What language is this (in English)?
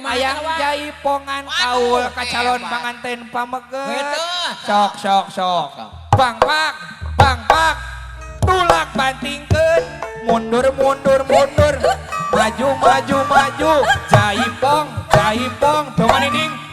Sundanese